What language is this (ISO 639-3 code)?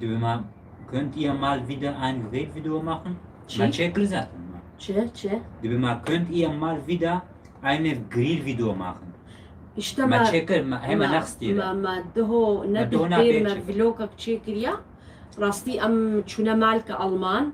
kur